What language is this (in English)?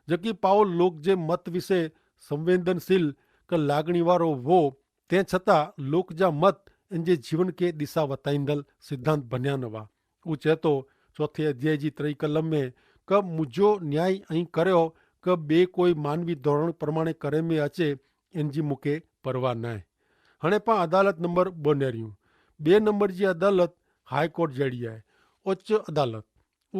Kachhi